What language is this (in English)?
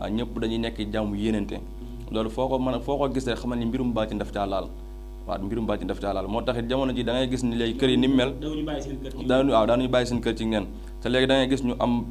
Wolof